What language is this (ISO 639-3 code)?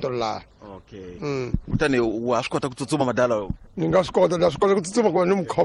tso